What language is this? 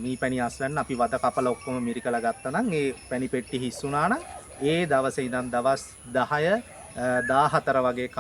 Sinhala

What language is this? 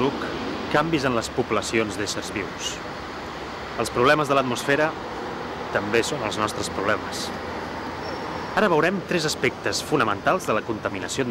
Catalan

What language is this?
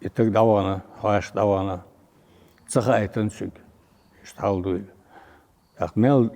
Chechen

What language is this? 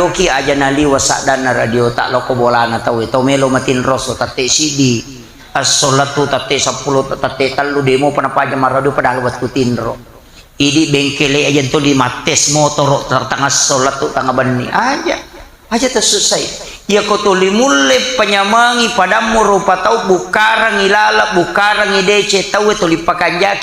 Buginese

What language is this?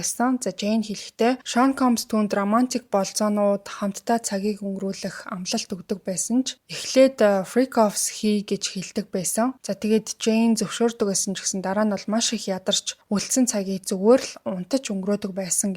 Mongolian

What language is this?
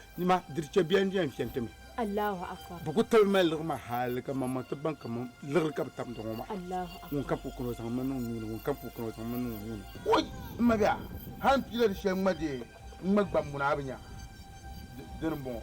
Dagbani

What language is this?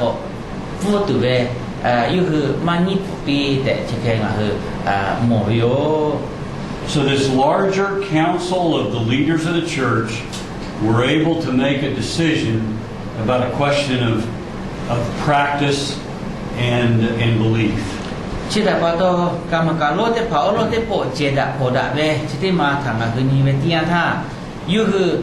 Lahu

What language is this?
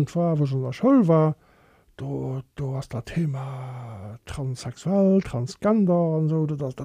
Luxembourgish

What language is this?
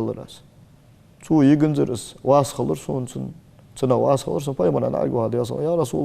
Ingush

